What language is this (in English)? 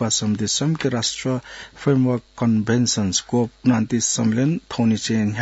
Newari